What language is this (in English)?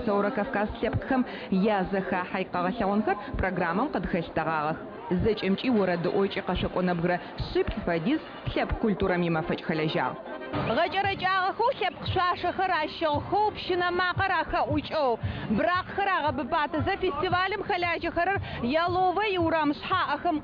Adyghe